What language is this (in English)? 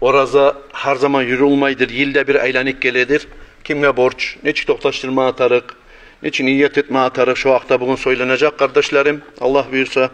Kumyk